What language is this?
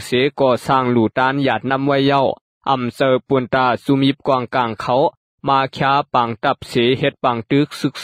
Shan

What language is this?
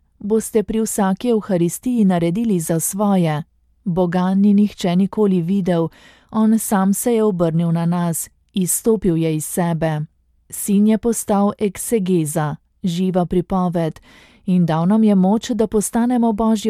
Slovenian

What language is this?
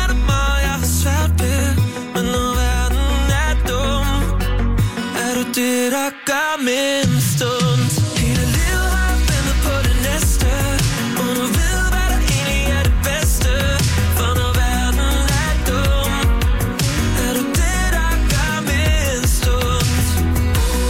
Danish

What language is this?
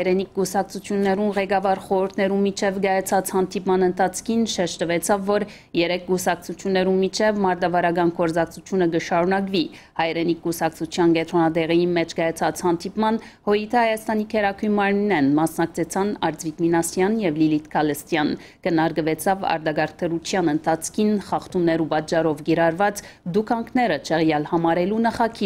Western Armenian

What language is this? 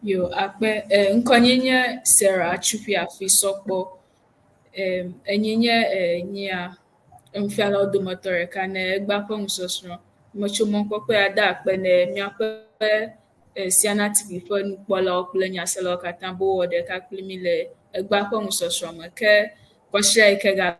Ewe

